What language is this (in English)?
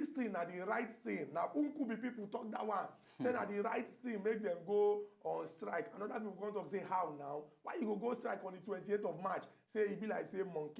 Nigerian Pidgin